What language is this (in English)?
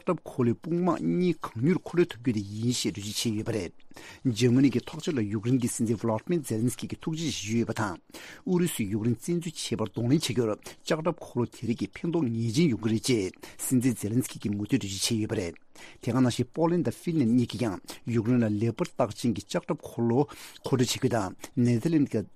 Tibetan